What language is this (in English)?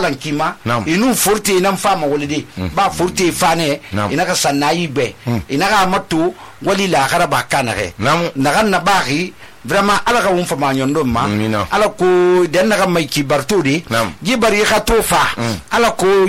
Susu